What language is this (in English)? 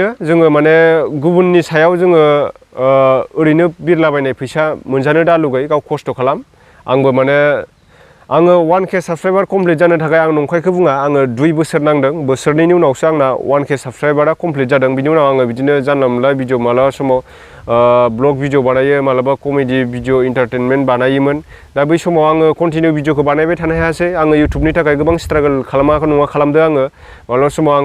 Bodo